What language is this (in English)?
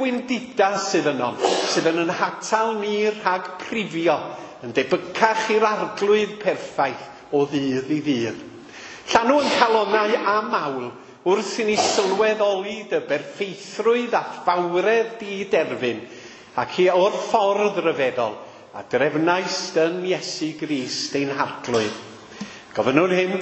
Welsh